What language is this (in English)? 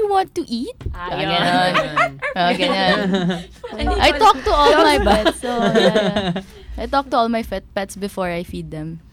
Filipino